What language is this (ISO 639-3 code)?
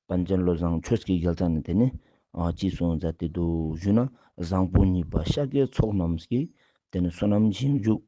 lbj